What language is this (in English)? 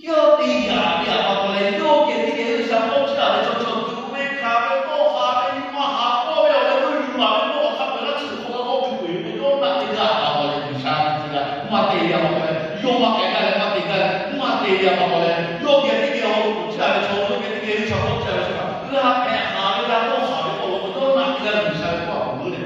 Lahu